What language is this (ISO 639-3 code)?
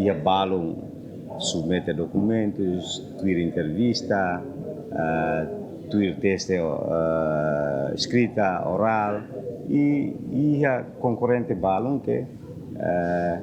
tet